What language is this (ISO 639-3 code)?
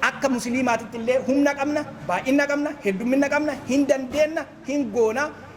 orm